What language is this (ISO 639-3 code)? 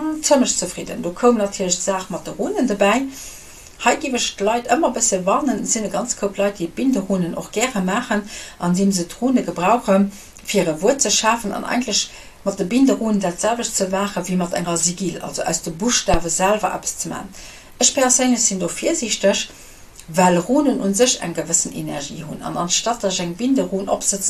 ltz